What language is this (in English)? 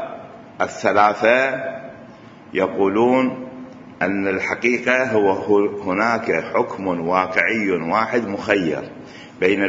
Mesopotamian Arabic